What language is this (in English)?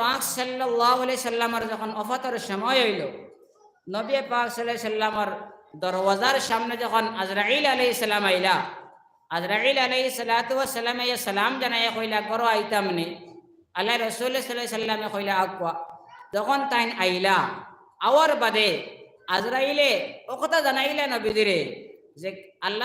Sylheti